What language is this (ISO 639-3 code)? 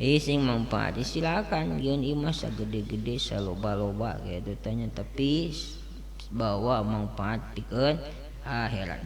sun